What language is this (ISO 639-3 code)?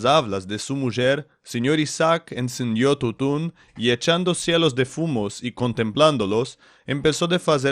lad